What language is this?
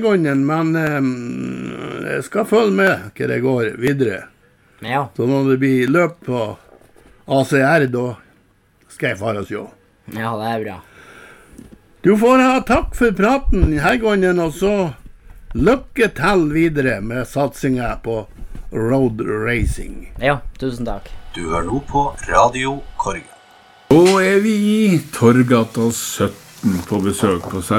Norwegian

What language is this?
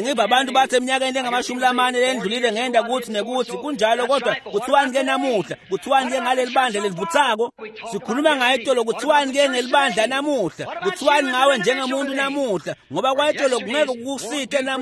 Swati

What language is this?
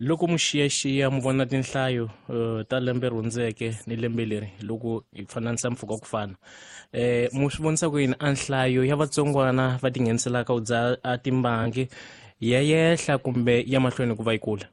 Tsonga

